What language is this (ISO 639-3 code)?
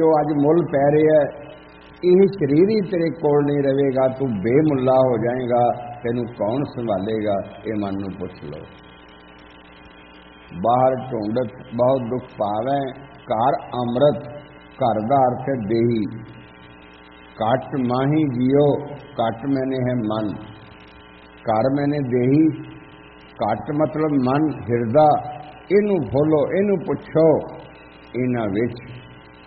pan